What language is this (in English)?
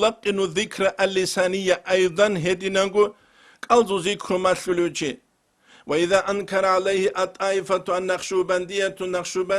Avaric